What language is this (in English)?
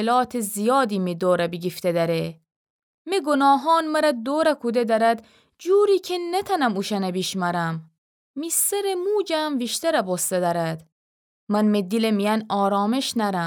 Gilaki